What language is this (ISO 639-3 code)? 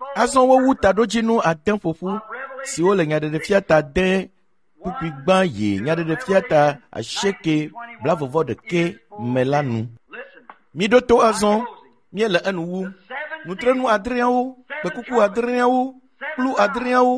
ewe